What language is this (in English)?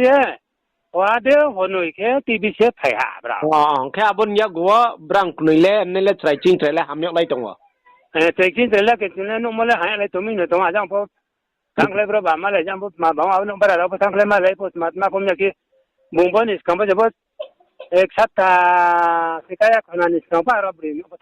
Riang (India)